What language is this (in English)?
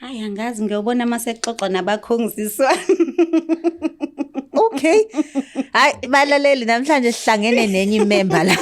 Zulu